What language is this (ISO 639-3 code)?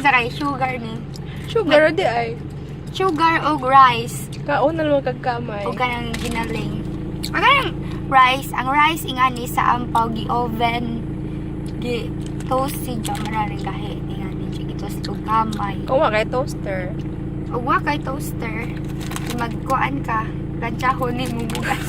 ceb